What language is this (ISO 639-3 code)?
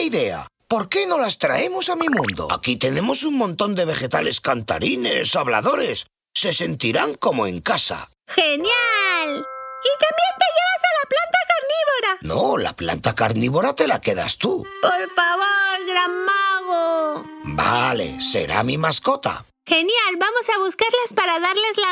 spa